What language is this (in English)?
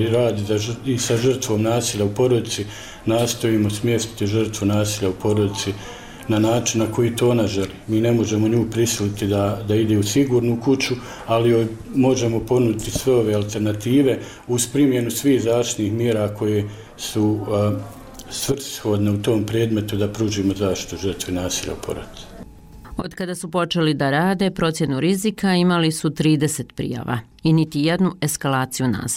Bosnian